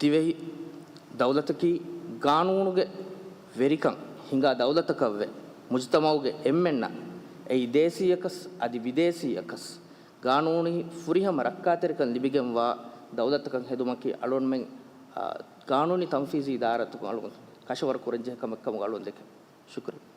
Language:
Divehi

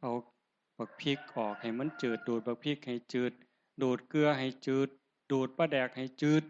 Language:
Northeastern Thai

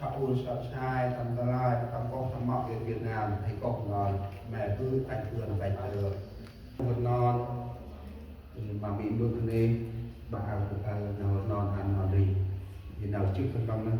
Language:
Central Mnong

